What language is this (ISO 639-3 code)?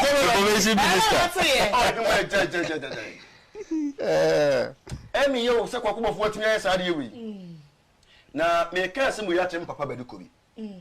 aka